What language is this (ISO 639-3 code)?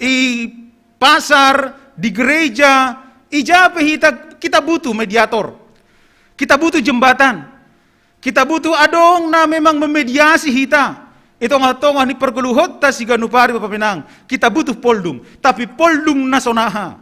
bts